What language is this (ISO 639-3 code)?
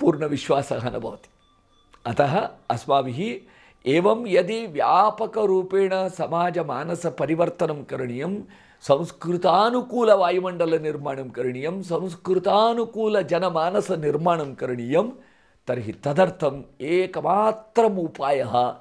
san